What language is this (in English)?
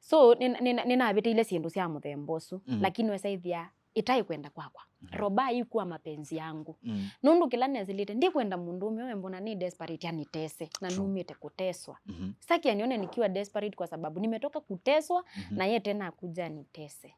Kamba